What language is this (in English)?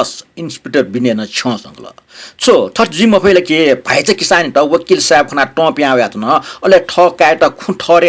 Newari